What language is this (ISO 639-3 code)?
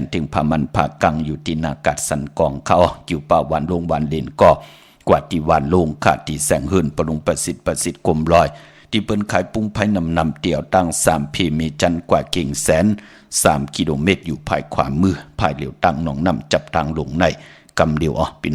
shn